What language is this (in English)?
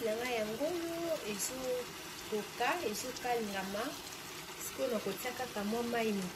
Lingala